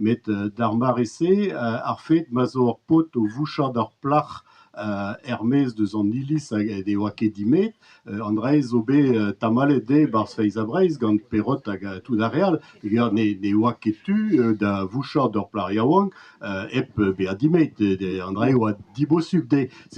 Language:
Breton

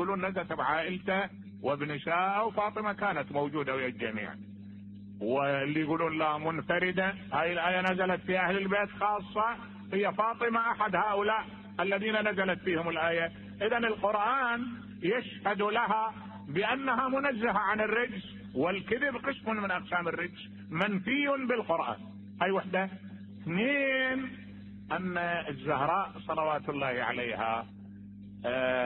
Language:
Mesopotamian Arabic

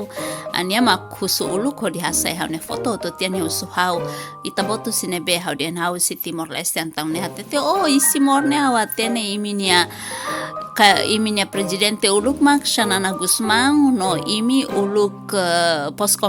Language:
Tetum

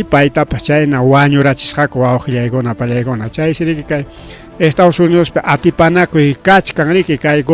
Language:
Ayacucho Quechua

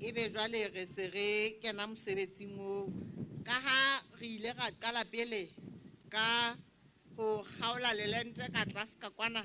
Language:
Southern Sotho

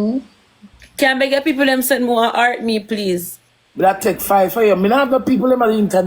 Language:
Jamaican Creole English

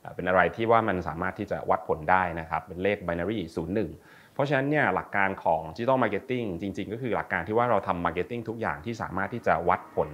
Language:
Thai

